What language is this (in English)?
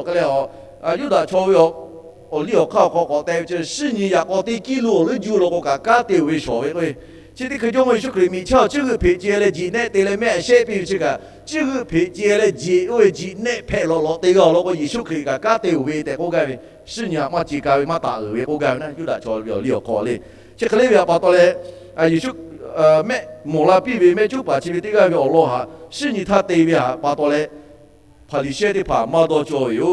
Lahu